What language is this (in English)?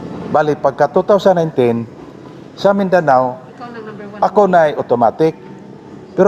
Cebuano